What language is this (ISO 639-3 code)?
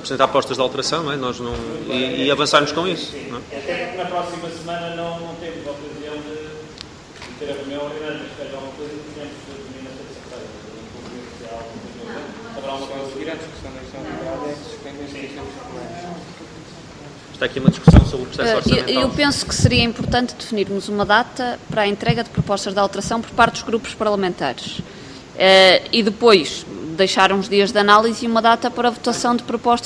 por